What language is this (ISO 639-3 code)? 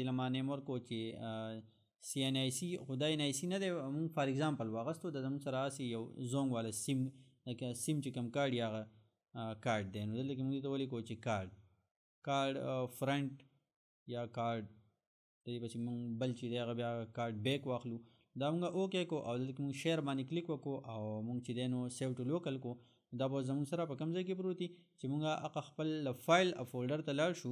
pus